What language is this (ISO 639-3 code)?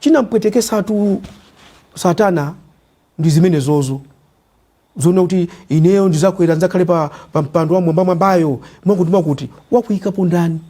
nya